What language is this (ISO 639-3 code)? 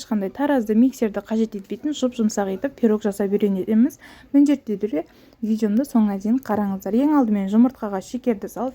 kaz